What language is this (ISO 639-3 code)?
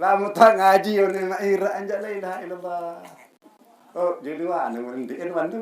sas